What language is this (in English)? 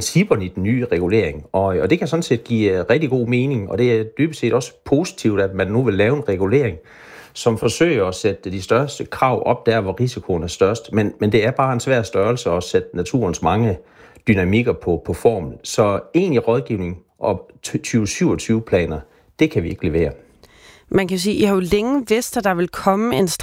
Danish